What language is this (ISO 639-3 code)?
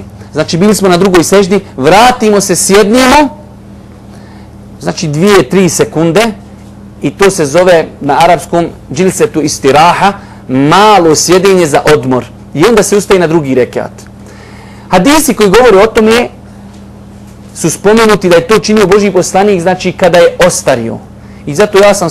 bos